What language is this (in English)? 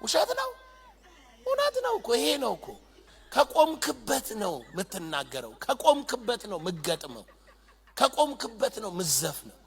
Amharic